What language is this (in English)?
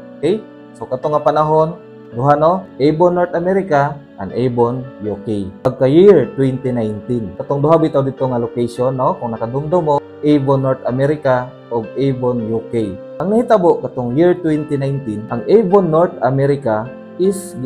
Cebuano